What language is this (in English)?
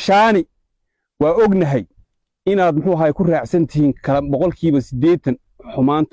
Somali